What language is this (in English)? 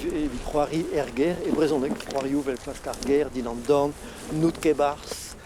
Breton